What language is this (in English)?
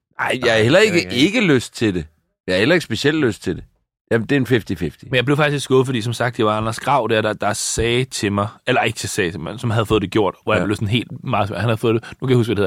Danish